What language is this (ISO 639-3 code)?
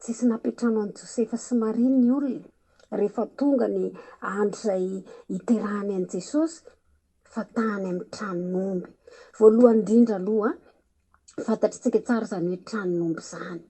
mlg